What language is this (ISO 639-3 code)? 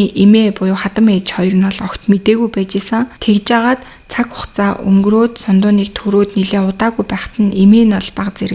mon